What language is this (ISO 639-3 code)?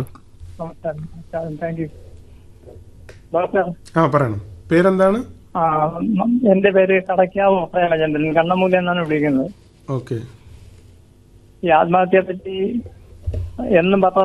mal